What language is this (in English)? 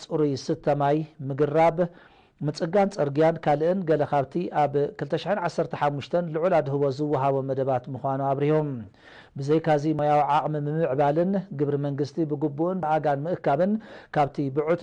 Tigrinya